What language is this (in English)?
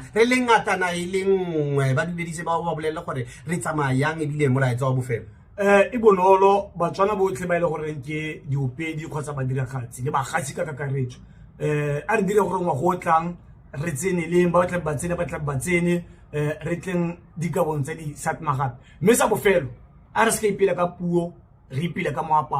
Tswana